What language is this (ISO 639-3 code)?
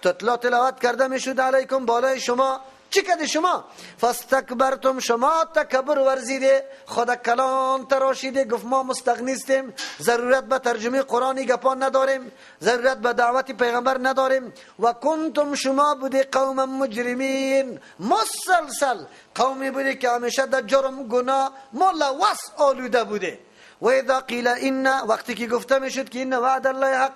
fas